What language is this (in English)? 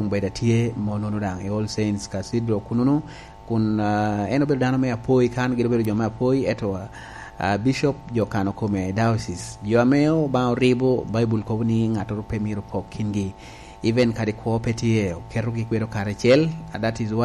Lango (Uganda)